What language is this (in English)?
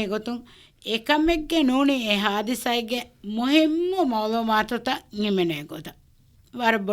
Divehi